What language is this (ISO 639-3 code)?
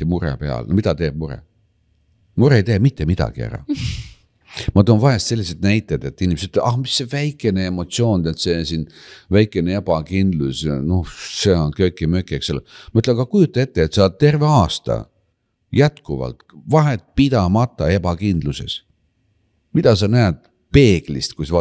est